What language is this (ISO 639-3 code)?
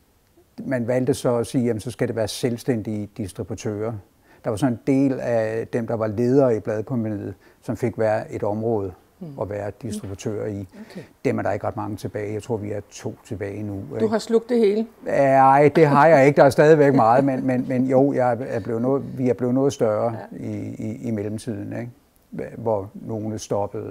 dan